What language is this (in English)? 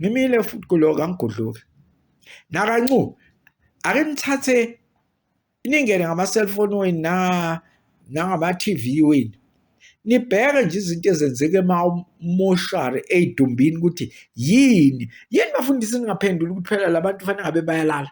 Zulu